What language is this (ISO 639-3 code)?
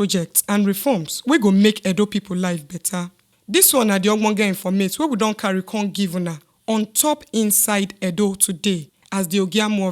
pcm